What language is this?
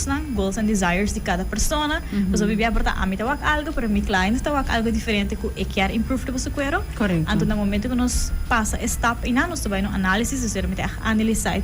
Papiamento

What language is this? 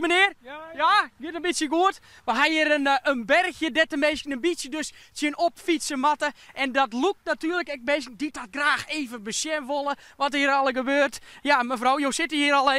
Western Frisian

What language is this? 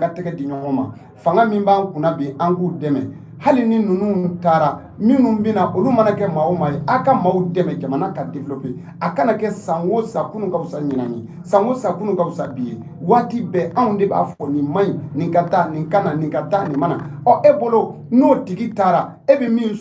Bambara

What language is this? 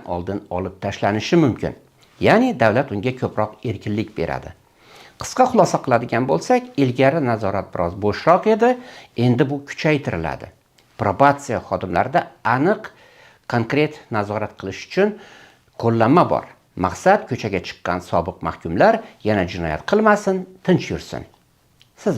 Uzbek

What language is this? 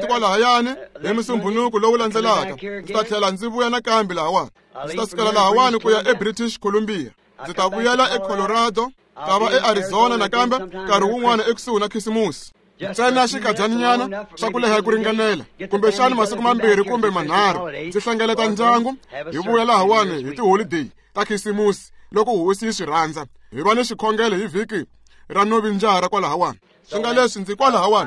Tsonga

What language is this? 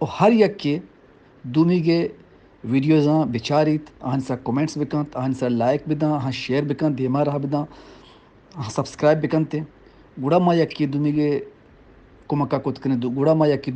Eastern Balochi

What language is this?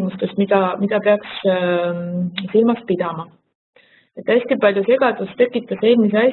Estonian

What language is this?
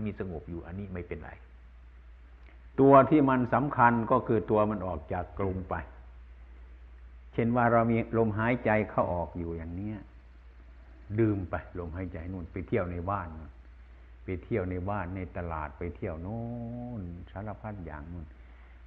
Thai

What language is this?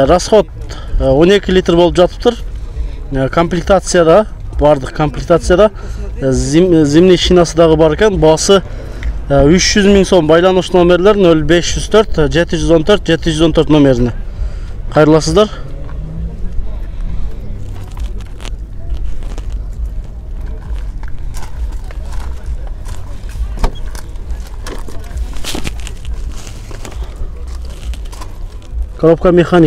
Kyrgyz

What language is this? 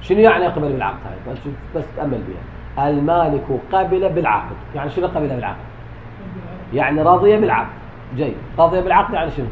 Mesopotamian Arabic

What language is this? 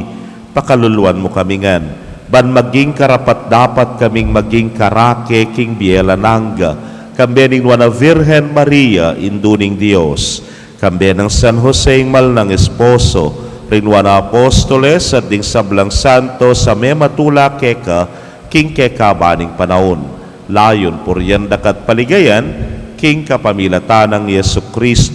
Pampanga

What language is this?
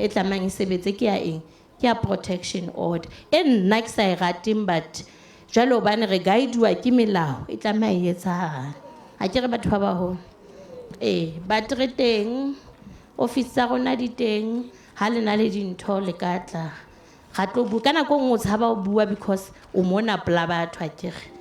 Southern Sotho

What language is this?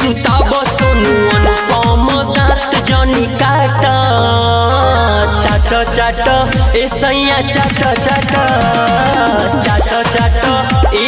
Bhojpuri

